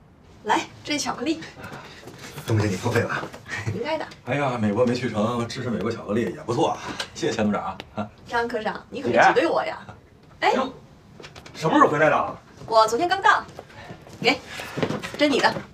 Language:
Chinese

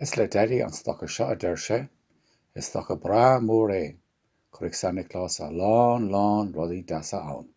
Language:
Irish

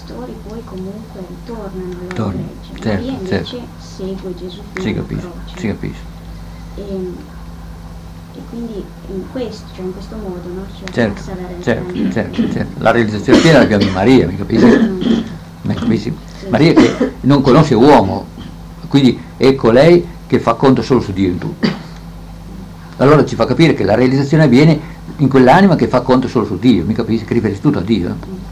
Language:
Italian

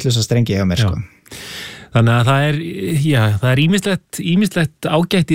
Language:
Icelandic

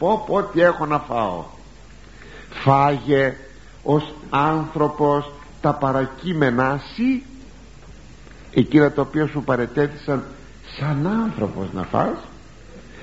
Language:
Greek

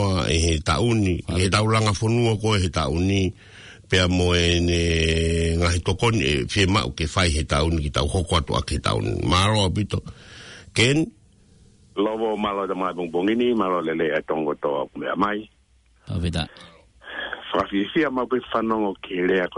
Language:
Tongan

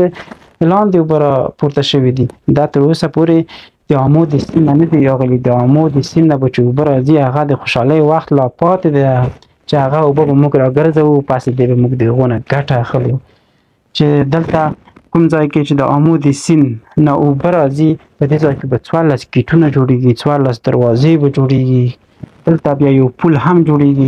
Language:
Pashto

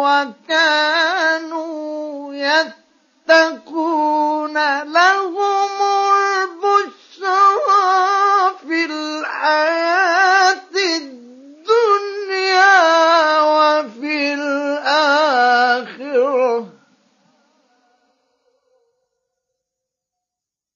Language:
Arabic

